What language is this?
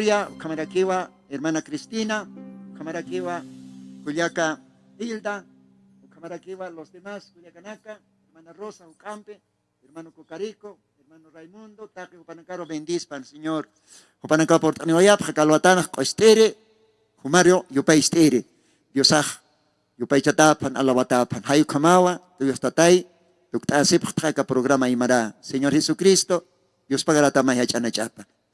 Aymara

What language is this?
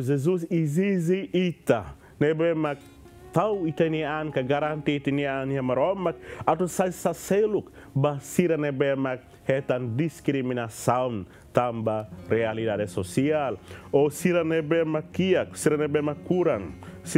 Tetum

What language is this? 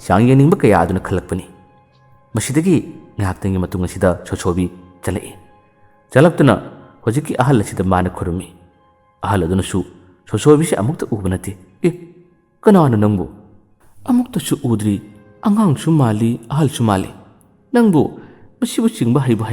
Manipuri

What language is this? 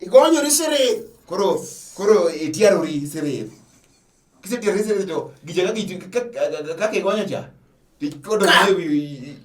Luo (Kenya and Tanzania)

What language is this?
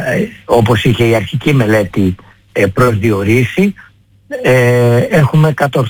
Greek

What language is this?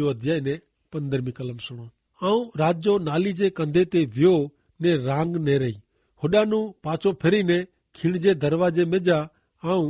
Kachhi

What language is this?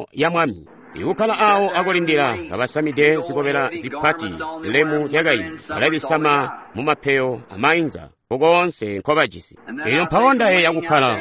Tonga (Zambia)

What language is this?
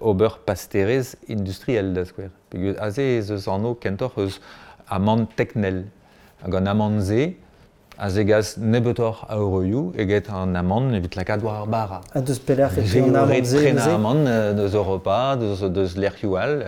Breton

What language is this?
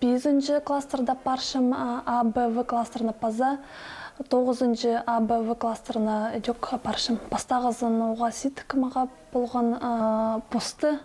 Khakas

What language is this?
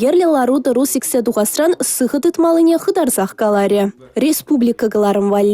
Chuvash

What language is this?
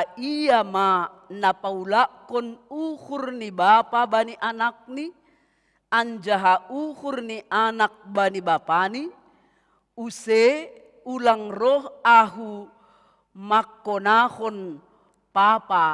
Batak Simalungun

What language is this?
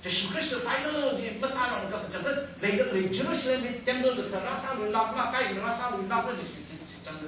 Tangkhul Naga (India)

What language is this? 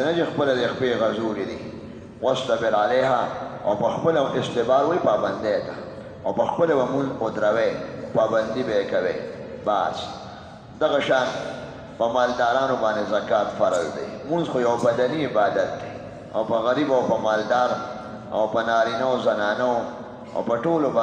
Pashto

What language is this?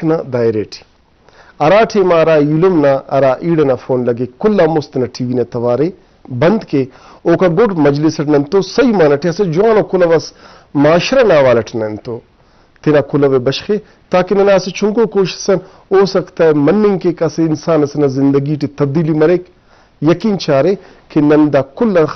Brahui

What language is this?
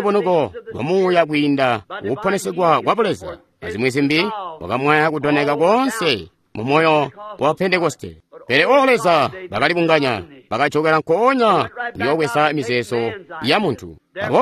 Tonga (Zambia)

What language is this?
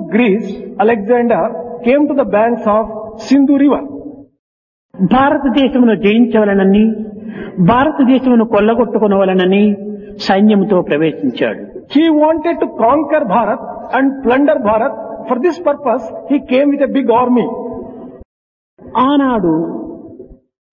Telugu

